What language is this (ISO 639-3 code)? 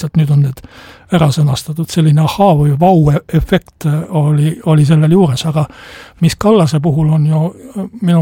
est